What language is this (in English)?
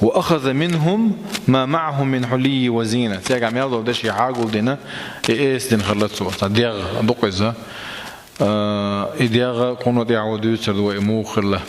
Chechen